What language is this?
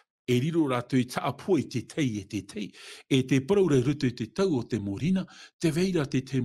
Tahitian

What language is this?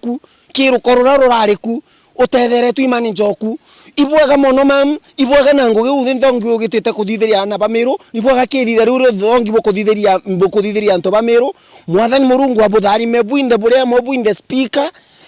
Meru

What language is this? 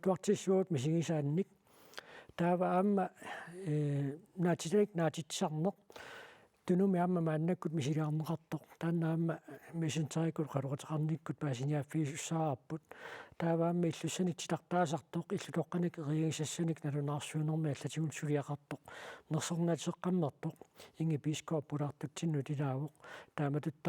Kalaallisut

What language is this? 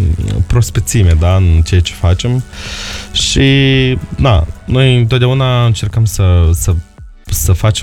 Romanian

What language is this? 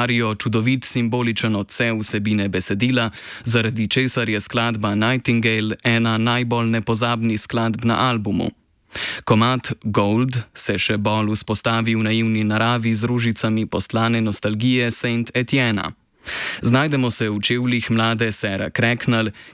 Slovenian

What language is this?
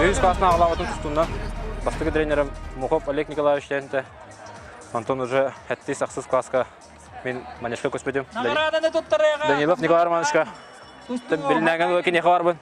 Yakut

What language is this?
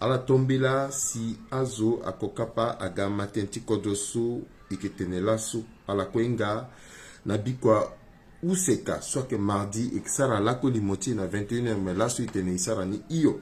Sango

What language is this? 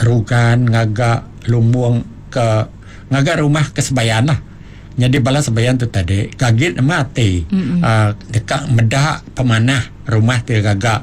Iban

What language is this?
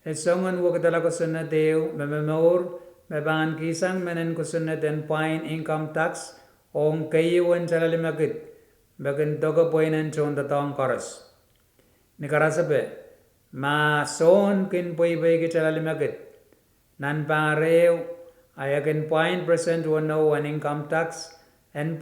Pohnpeian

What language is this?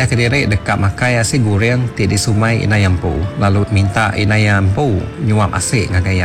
Iban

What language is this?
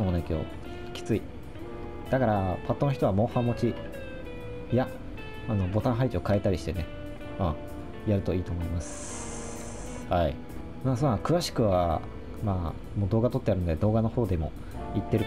Japanese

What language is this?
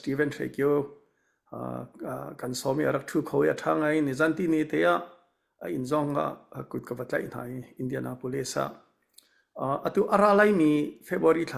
Hakha Chin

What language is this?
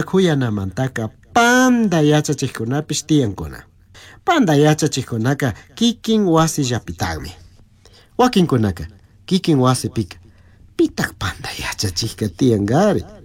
Chimborazo Highland Quichua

